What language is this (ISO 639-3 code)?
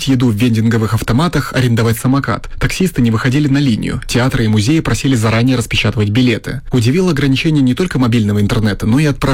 rus